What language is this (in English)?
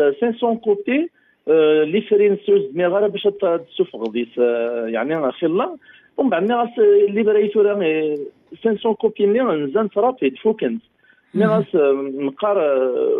Kabyle